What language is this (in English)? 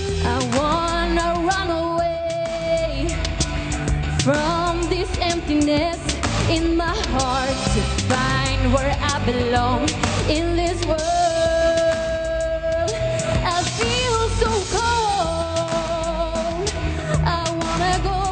English